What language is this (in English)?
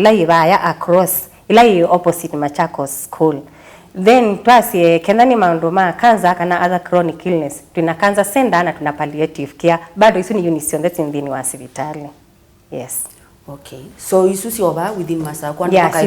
Kamba